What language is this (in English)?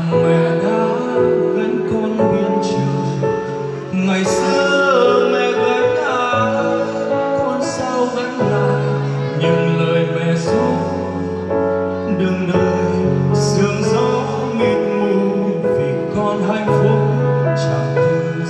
Vietnamese